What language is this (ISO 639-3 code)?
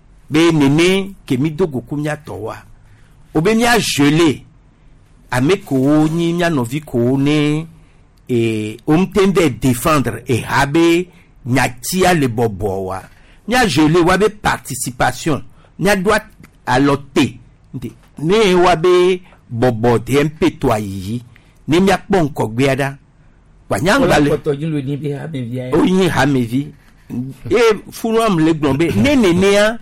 gej